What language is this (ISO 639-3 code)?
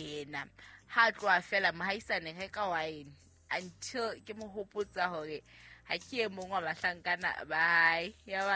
sot